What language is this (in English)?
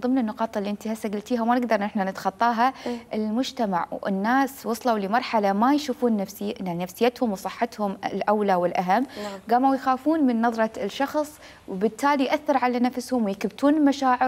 Mesopotamian Arabic